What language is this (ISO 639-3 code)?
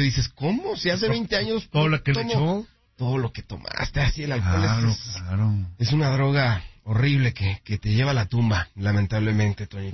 spa